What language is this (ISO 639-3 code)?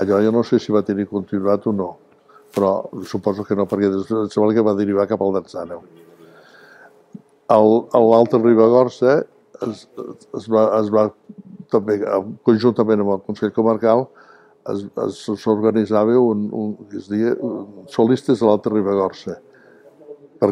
cat